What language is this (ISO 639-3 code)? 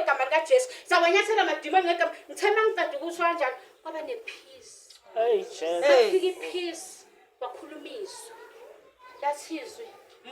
zul